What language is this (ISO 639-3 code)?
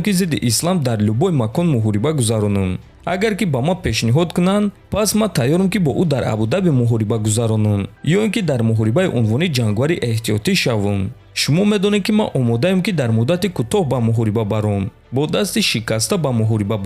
tgk